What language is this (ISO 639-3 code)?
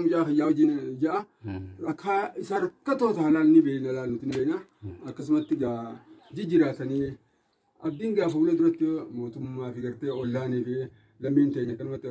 orm